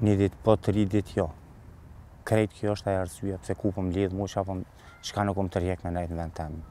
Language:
Albanian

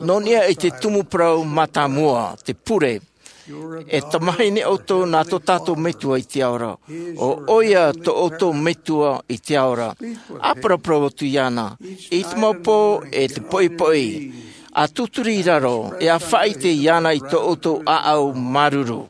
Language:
Tahitian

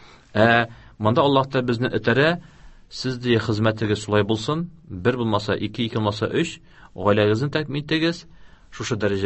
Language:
Tatar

